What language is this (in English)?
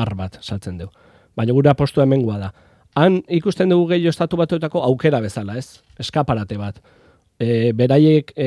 Basque